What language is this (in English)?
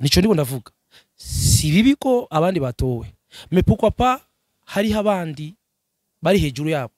Rundi